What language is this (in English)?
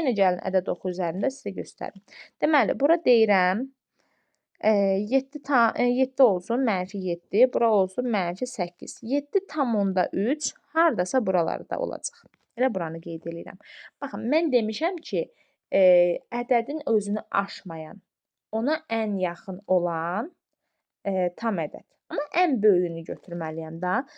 Azerbaijani